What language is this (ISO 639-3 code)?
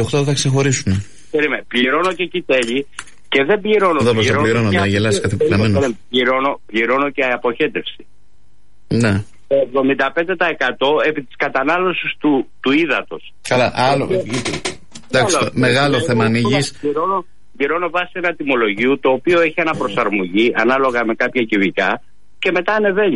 ell